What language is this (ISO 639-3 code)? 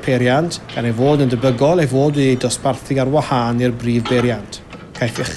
cym